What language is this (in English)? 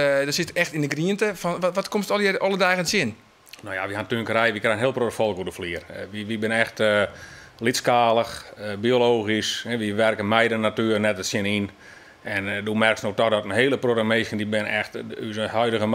Western Frisian